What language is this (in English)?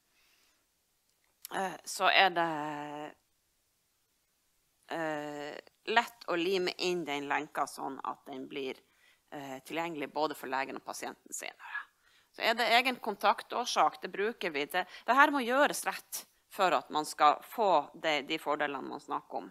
Norwegian